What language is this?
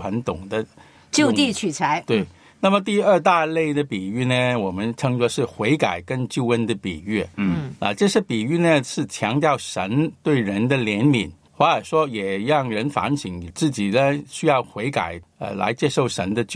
Chinese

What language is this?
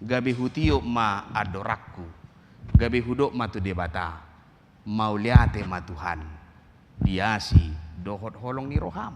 Batak Toba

